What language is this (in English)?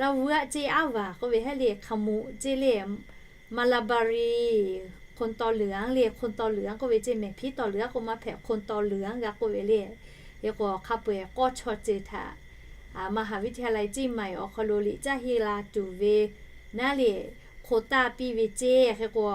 Lahu